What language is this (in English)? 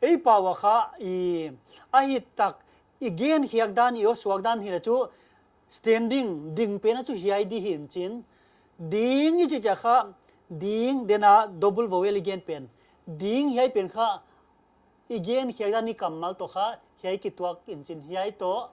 Paite Chin